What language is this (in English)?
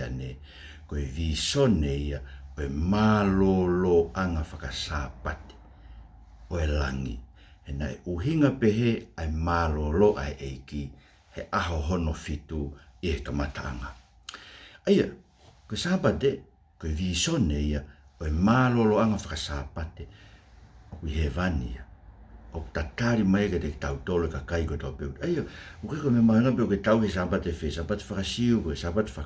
Tongan